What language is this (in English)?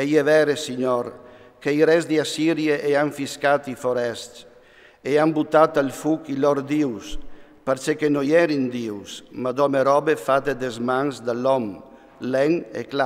Friulian